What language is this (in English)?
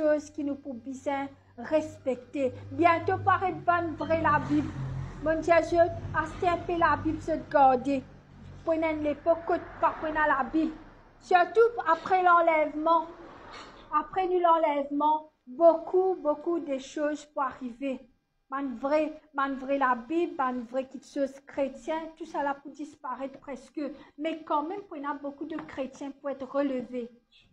Morisyen